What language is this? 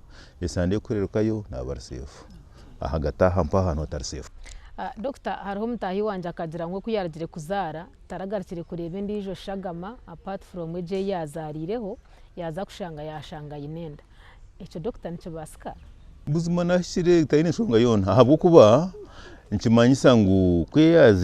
Nyankole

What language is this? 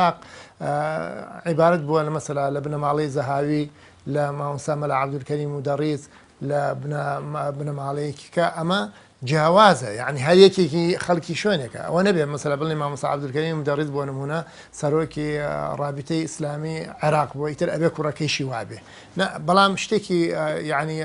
Central Kurdish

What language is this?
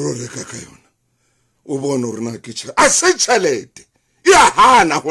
Southern Sotho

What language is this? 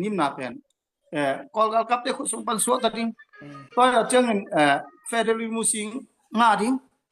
Tedim Chin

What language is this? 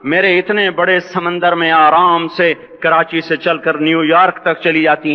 Urdu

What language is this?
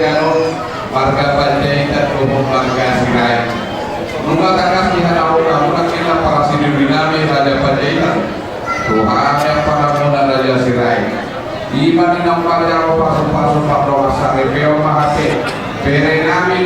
Batak Toba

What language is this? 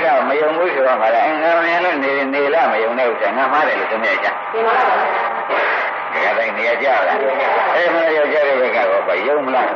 Burmese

